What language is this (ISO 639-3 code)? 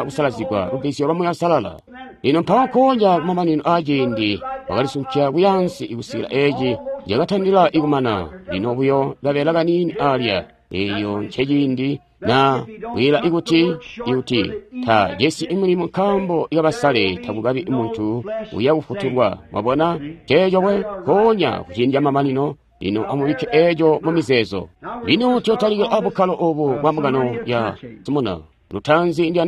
toi